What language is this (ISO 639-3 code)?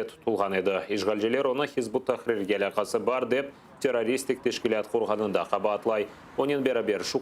crh